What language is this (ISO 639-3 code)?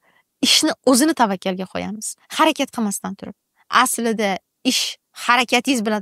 uzb